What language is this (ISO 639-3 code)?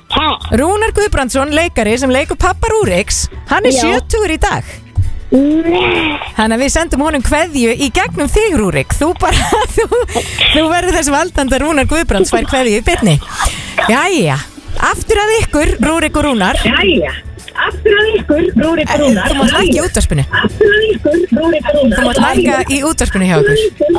isl